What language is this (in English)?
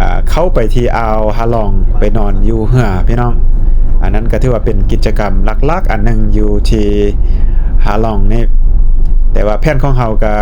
Lao